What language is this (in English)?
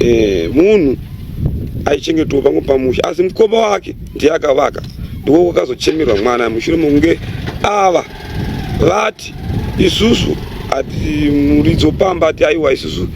Shona